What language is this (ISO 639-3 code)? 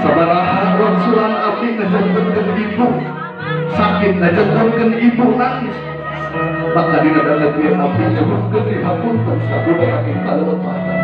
sun